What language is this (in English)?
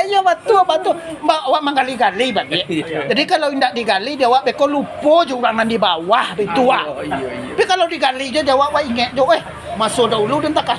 Minangkabau